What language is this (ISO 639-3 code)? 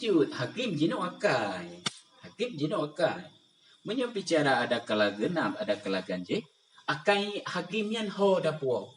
ace